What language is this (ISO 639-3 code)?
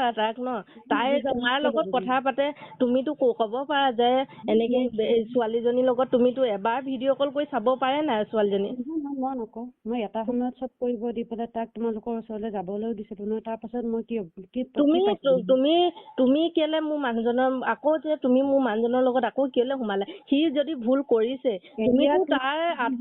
asm